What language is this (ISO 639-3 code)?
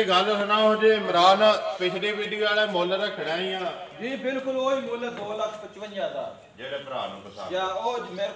pan